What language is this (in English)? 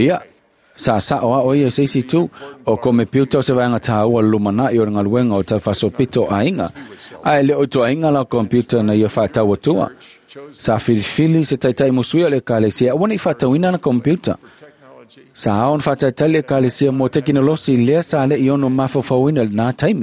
Samoan